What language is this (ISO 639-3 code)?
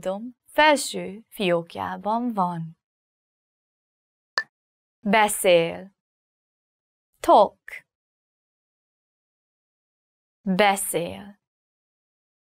hun